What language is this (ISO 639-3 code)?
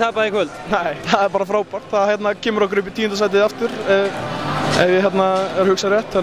isl